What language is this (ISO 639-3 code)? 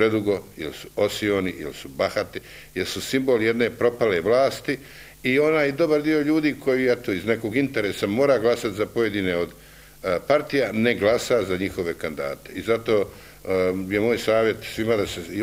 bos